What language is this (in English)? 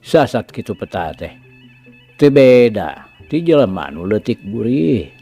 Sundanese